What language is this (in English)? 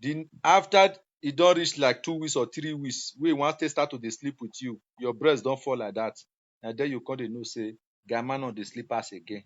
Nigerian Pidgin